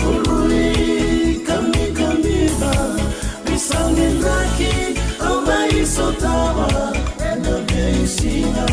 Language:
Fijian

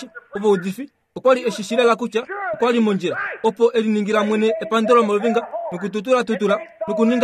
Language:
Kuanyama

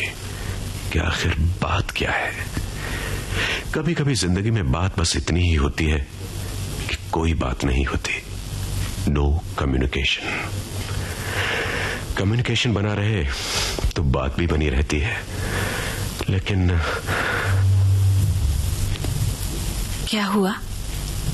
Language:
Hindi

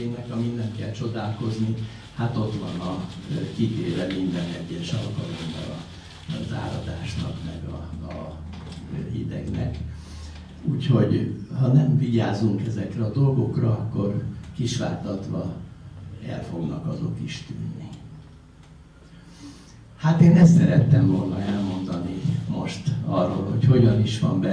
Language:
Hungarian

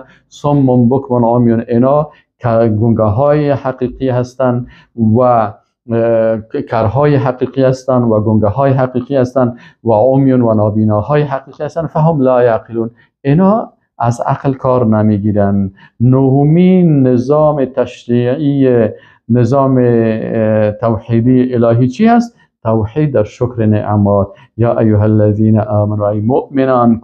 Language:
Persian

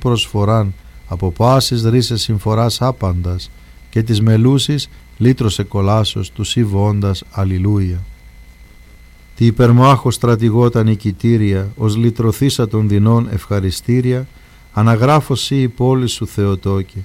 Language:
Greek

